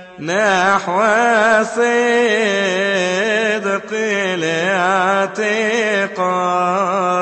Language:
Egyptian Arabic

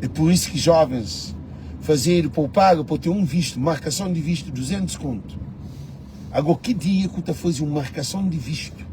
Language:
Kabuverdianu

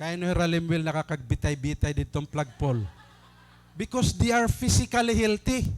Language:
Waray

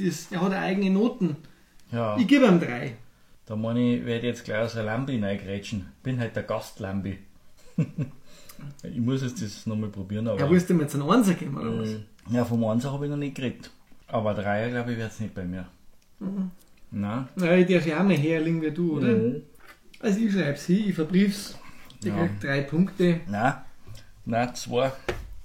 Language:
Bavarian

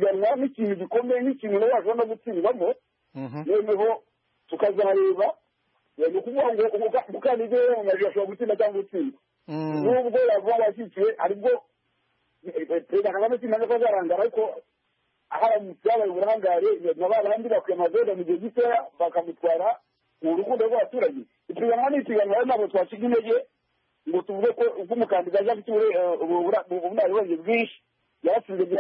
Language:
Kinyarwanda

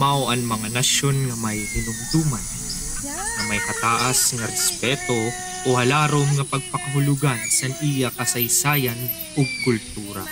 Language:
Waray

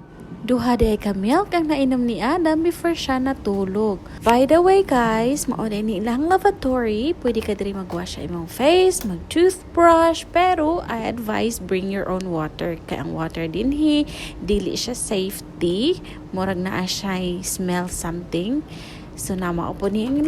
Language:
Cebuano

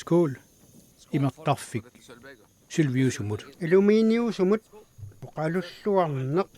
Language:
Kalaallisut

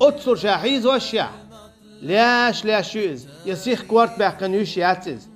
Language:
Chechen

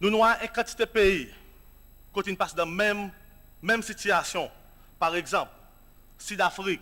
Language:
Seselwa Creole French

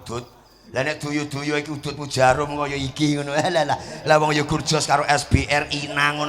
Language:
Javanese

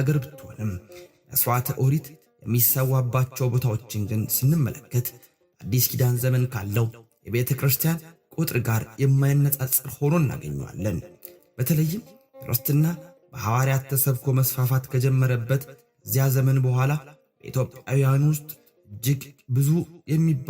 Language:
Amharic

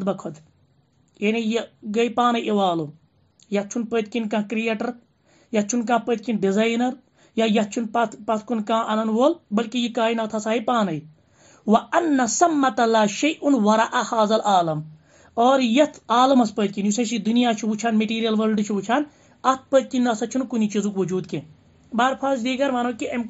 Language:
Kashmiri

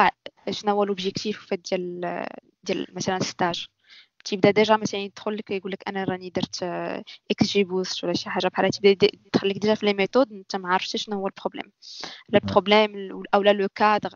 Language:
Moroccan Arabic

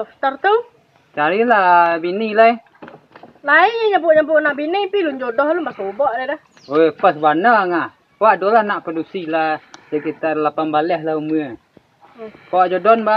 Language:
Minangkabau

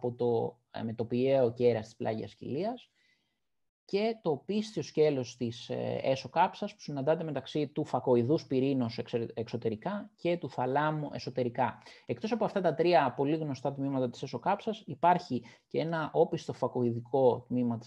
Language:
Greek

